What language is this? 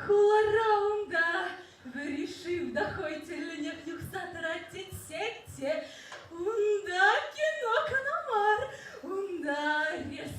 Chuvash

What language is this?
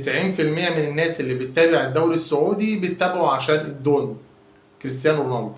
Egyptian Arabic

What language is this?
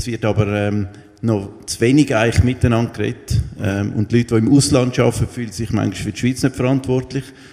Swiss German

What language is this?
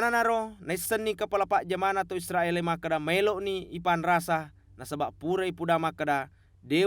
Buginese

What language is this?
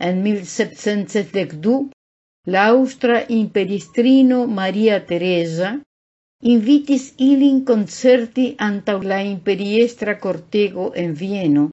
Esperanto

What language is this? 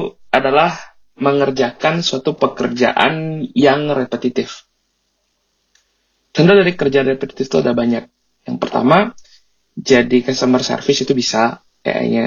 Indonesian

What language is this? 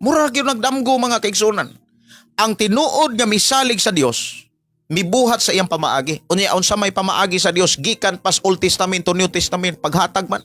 Cebuano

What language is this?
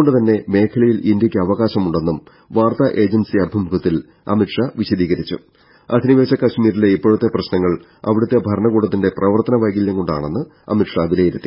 Malayalam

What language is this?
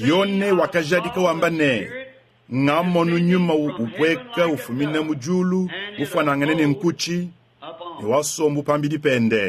Luba-Lulua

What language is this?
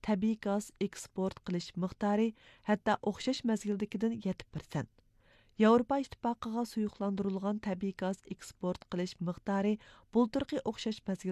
Uyghur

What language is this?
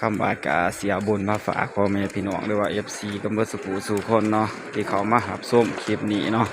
Northeastern Thai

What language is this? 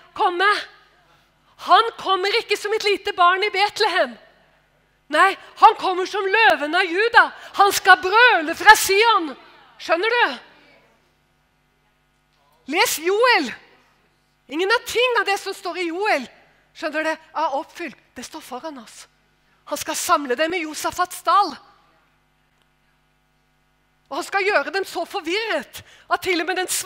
Norwegian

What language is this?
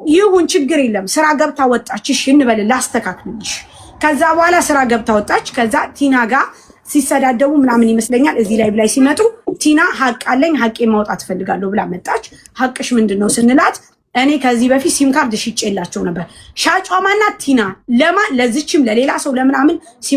Amharic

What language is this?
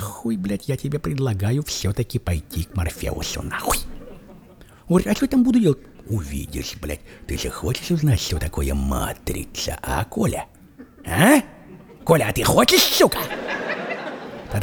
Russian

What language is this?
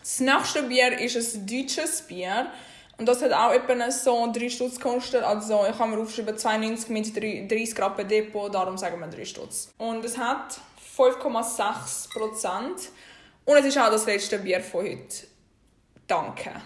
Swiss German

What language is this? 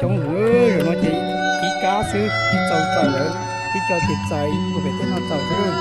Hmong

